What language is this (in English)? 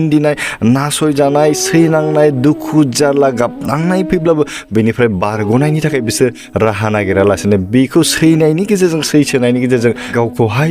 Bodo